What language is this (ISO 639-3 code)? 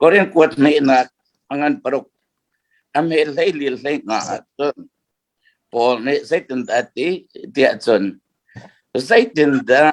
cnh